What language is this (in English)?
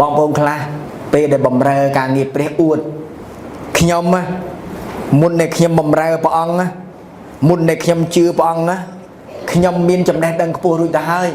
Khmer